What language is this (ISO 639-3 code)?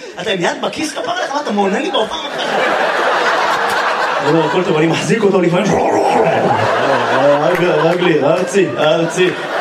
heb